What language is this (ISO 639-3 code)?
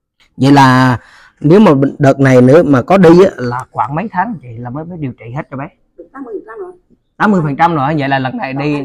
vie